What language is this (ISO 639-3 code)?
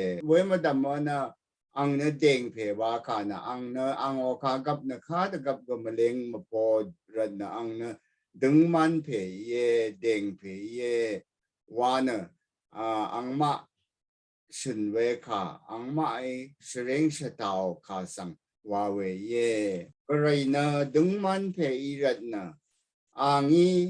raw